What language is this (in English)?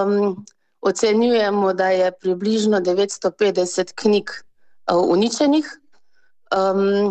Slovenian